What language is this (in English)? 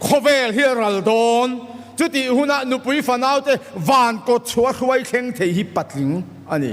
Mizo